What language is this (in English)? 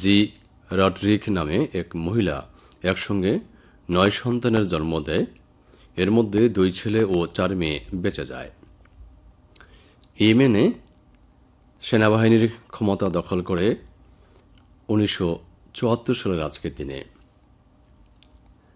Bangla